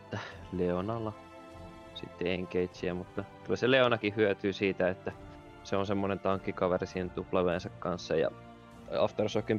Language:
Finnish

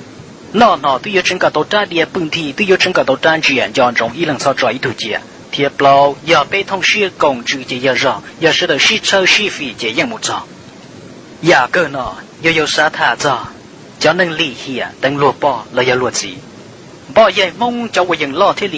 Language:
Hmong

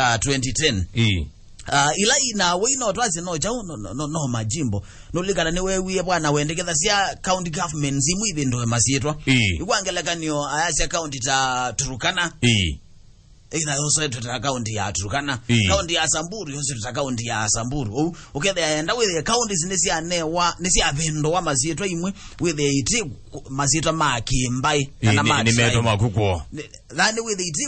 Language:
Kamba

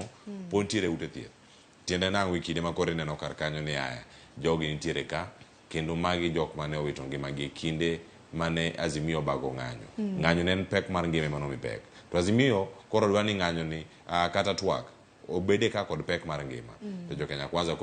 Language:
Luo (Kenya and Tanzania)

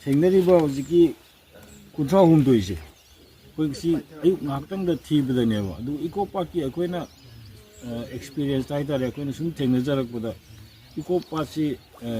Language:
Manipuri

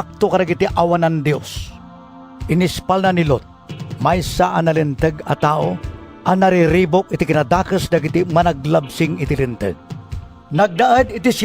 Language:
Iloko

